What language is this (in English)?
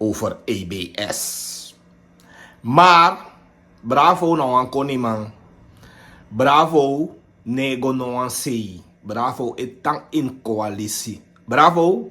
Sranan Tongo